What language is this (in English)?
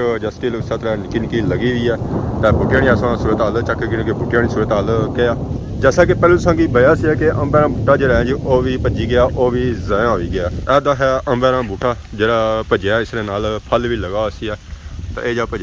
Pahari-Potwari